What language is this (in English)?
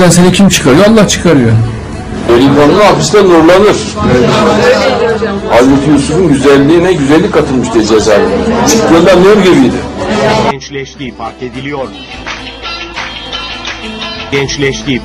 Turkish